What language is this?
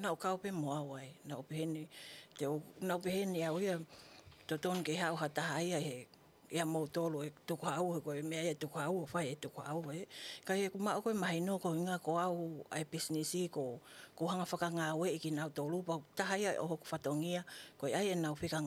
Tongan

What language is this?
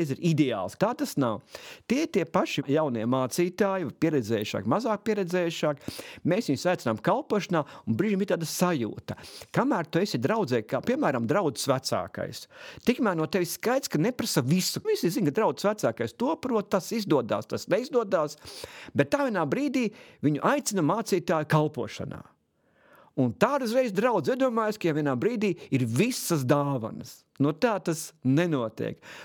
Latvian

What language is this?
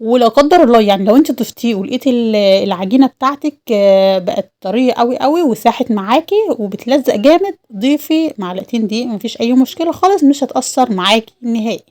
Egyptian Arabic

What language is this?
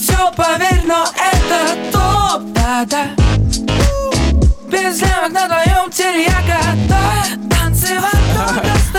Russian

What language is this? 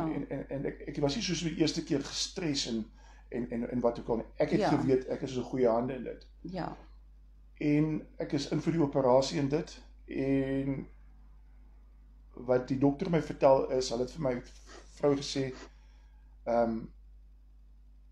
Afrikaans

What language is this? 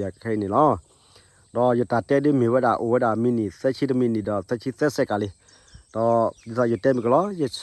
S'gaw Karen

